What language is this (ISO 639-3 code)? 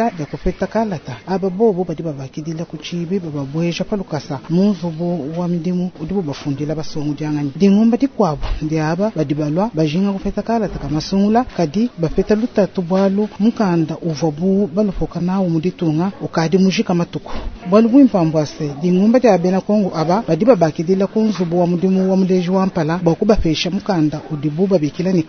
lua